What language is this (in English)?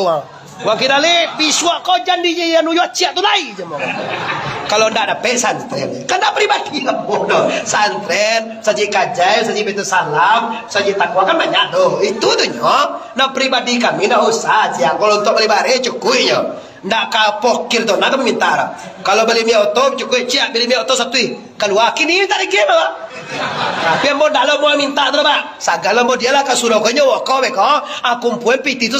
Minangkabau